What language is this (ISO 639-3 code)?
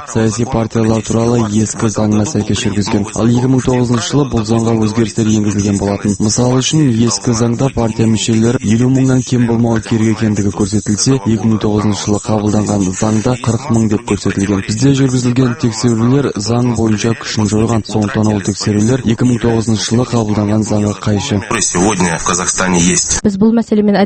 kaz